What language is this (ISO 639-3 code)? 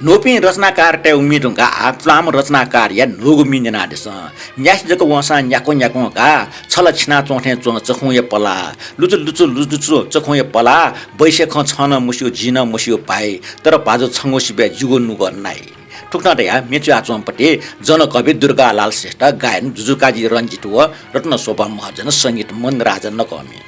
new